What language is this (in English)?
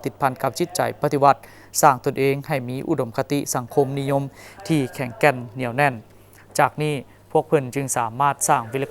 Lao